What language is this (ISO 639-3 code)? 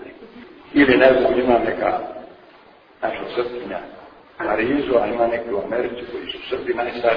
srp